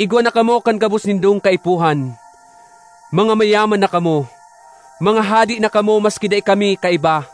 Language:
Bikol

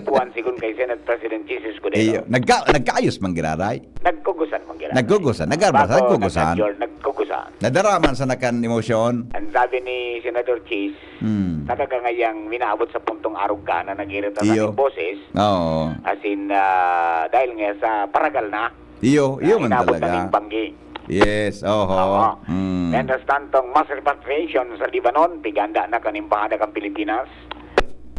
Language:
Bikol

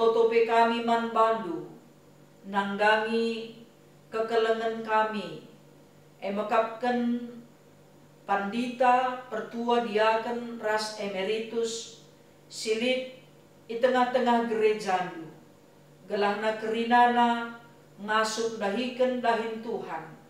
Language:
Batak Karo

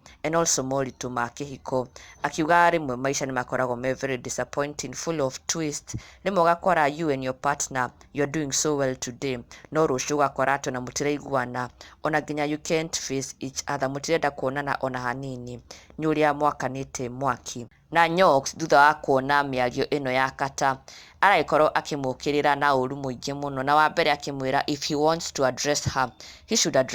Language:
Kikuyu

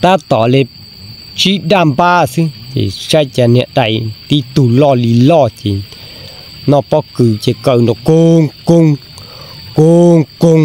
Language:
Hmong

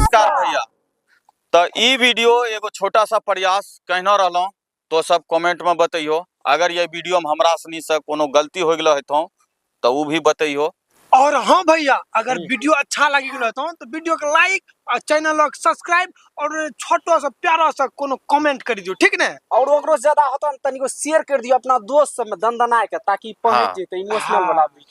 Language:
Angika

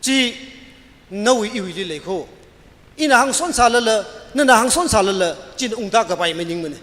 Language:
Tangkhul Naga (India)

